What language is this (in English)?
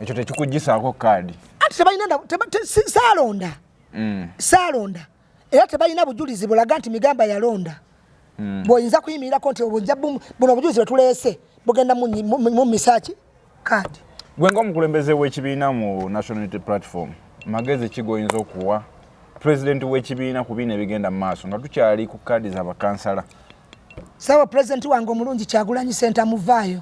Ganda